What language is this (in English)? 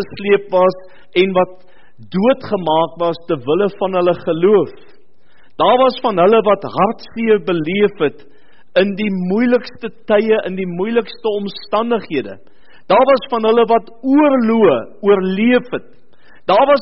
Afrikaans